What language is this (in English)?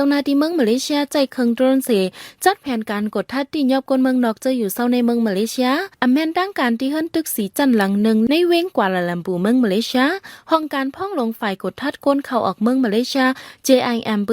Shan